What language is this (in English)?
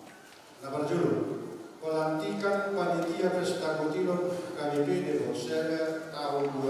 Batak Toba